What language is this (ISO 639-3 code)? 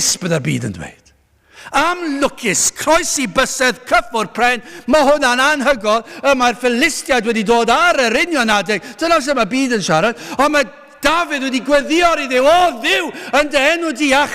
cym